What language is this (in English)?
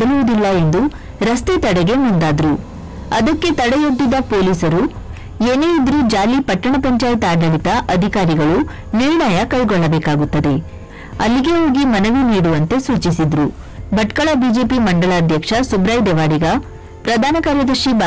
Kannada